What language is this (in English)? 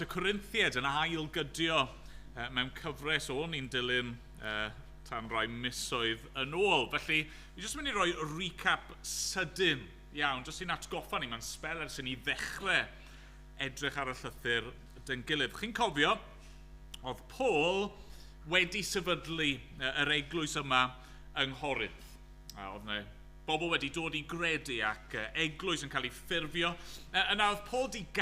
Welsh